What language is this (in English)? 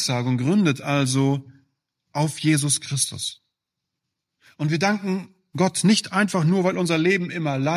German